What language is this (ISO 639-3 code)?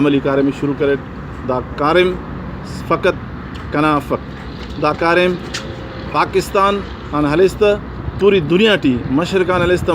brh